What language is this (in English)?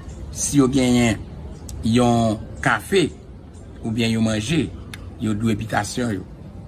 Haitian Creole